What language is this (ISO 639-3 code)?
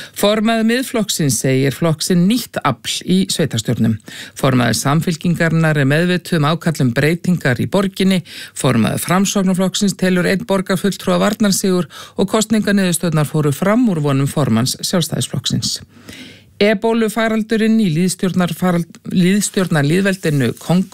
isl